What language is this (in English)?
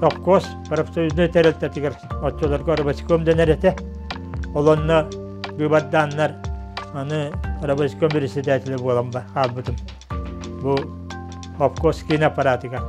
Yakut